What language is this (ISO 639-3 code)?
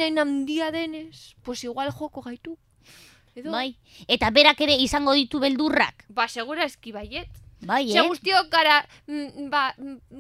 eus